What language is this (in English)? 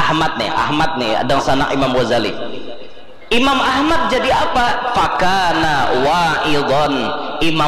Banjar